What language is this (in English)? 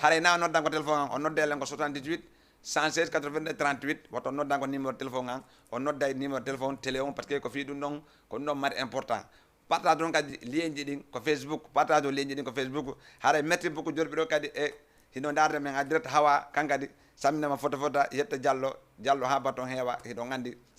Fula